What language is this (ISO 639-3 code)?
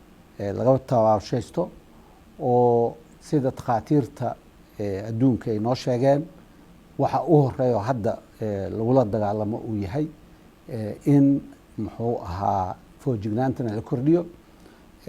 som